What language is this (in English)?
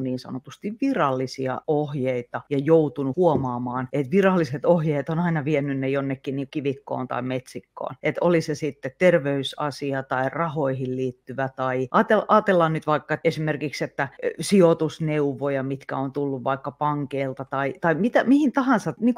Finnish